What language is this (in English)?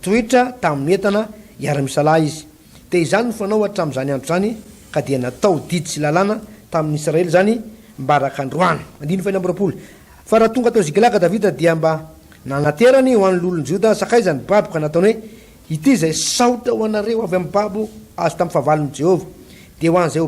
Malagasy